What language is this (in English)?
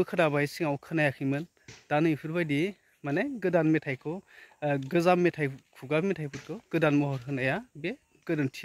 Bodo